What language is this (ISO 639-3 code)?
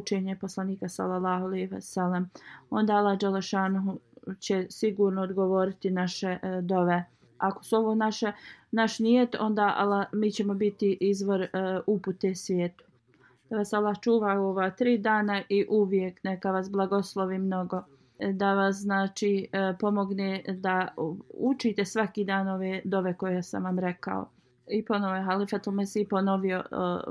bos